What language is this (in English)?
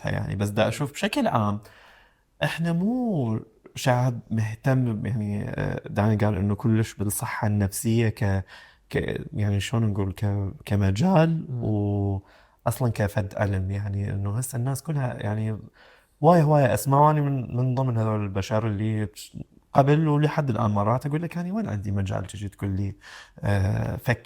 Mesopotamian Arabic